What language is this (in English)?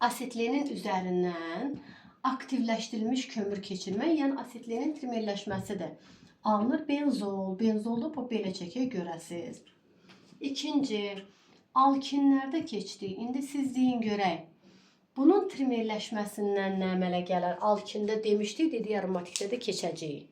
Azerbaijani